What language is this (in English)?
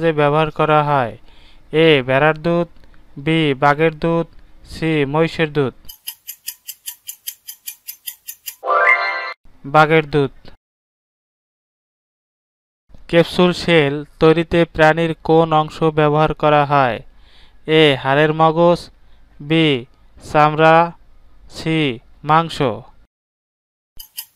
Bangla